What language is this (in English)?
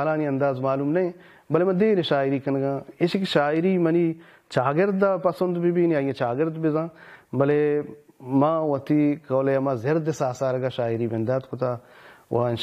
Baluchi